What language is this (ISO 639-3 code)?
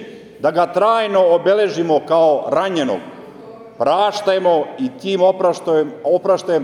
srp